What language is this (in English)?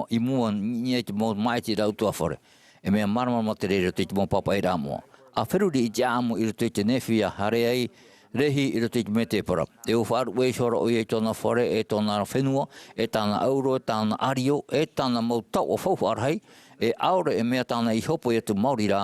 Tahitian